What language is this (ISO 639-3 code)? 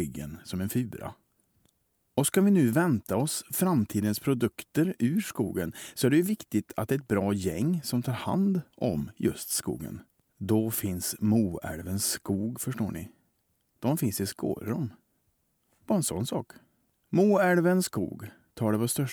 swe